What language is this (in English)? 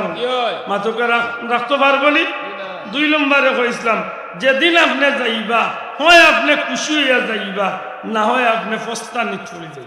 Sylheti